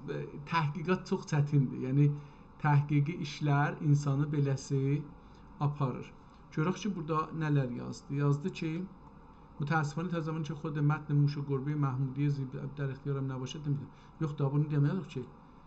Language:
South Azerbaijani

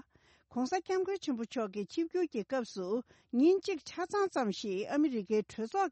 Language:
Tibetan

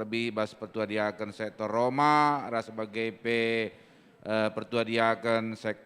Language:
Batak Karo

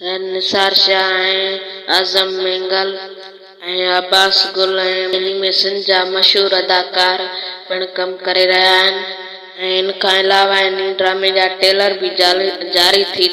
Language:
Sindhi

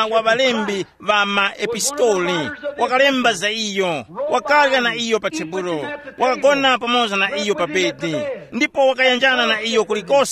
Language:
Tumbuka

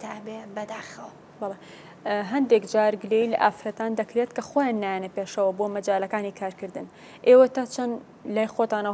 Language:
Central Kurdish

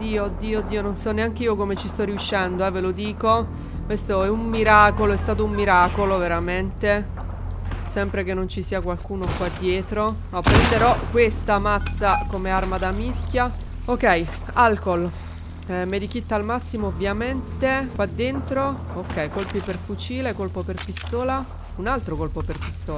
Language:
Italian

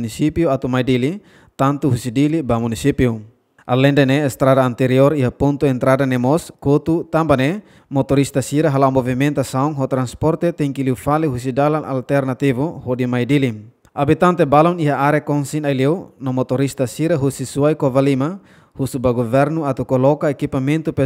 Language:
Tetum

